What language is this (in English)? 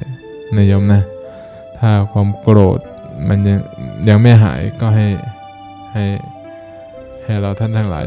Thai